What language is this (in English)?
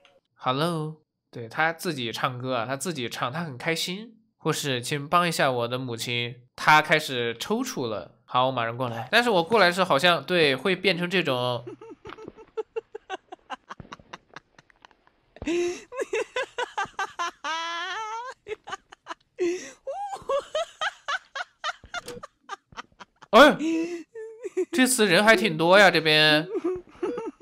Chinese